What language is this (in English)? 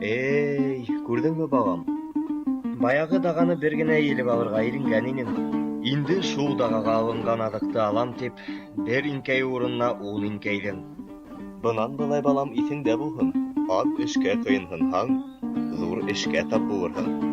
Bashkir